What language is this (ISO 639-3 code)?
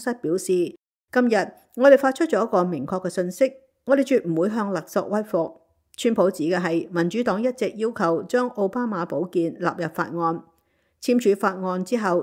yue